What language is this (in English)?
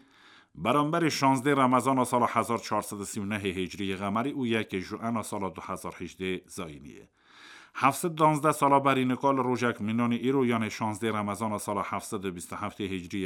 Kurdish